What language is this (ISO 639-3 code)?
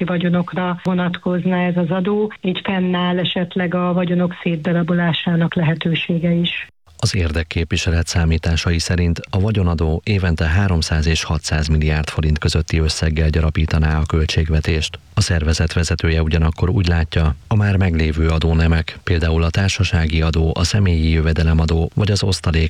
hun